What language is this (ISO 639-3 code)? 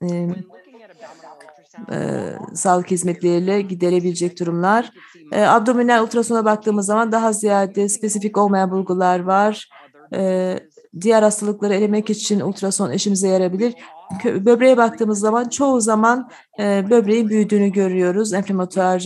tur